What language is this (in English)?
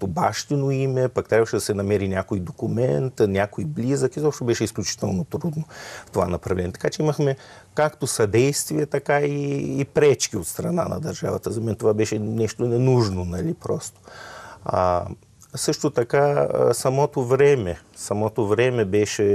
Bulgarian